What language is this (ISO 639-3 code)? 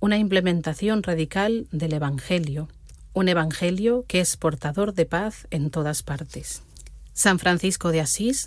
spa